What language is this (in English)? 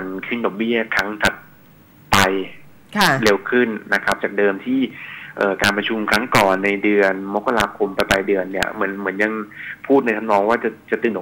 Thai